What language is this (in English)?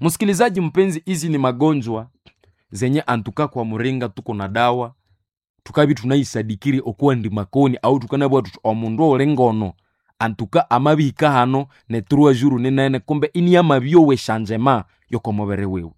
Nande